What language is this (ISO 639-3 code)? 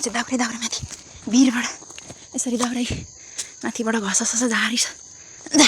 nep